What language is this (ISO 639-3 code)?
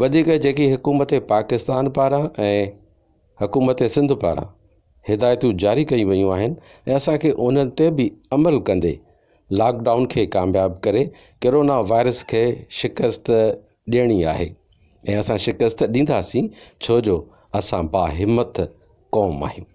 snd